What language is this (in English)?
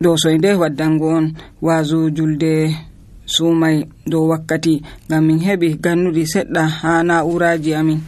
Nigerian Fulfulde